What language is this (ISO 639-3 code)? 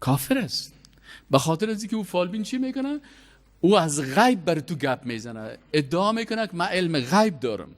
fas